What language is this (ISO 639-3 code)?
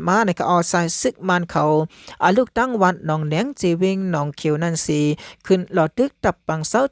shn